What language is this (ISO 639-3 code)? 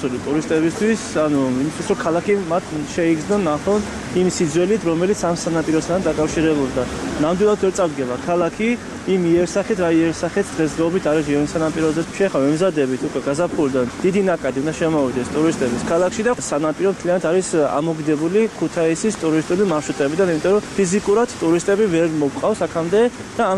kat